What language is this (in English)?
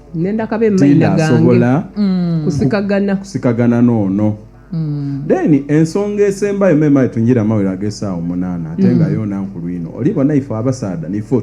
Soga